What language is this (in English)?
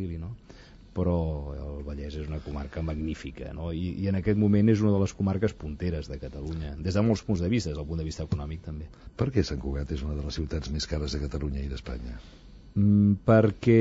Catalan